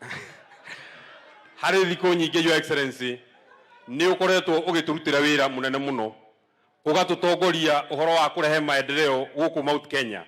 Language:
Kikuyu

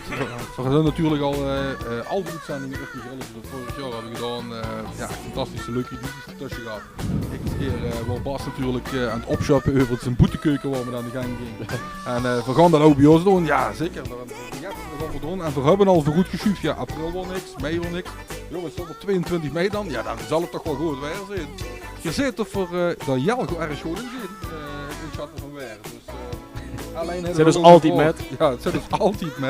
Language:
Limburgish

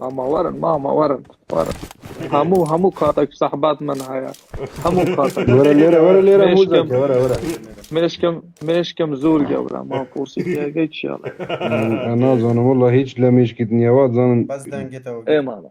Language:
Kurdish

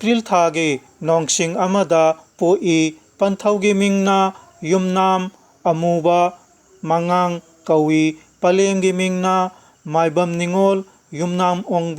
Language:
Manipuri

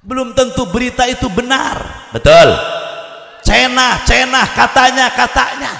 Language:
Sundanese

